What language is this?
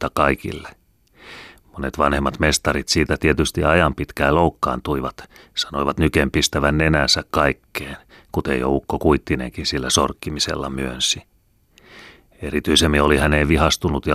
Finnish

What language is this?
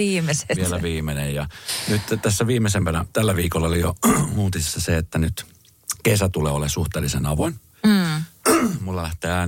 Finnish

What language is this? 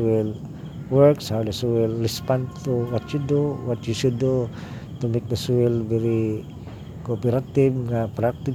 Cebuano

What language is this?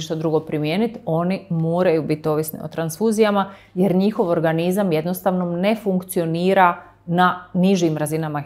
Croatian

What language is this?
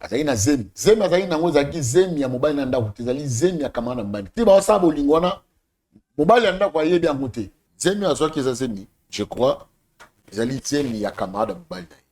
Lingala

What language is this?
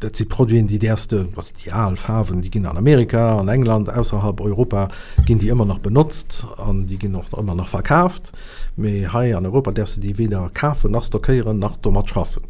Luxembourgish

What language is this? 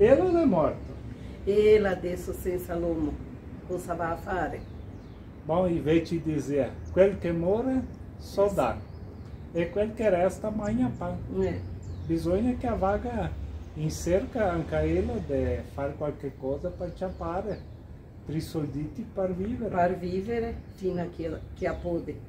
Venetian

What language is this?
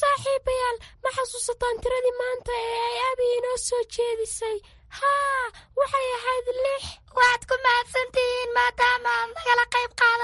Somali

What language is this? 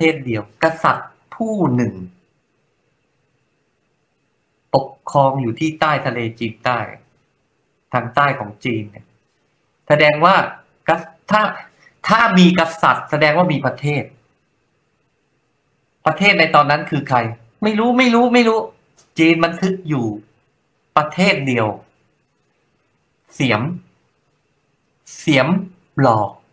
Thai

